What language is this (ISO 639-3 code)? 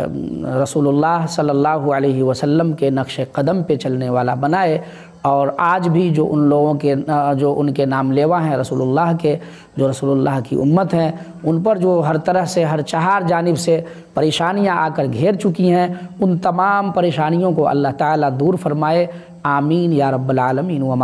urd